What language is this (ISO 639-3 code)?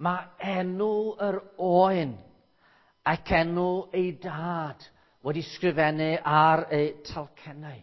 cym